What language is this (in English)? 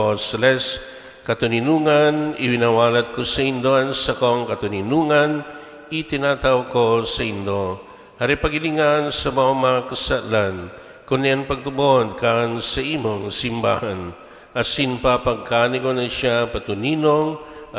Bikol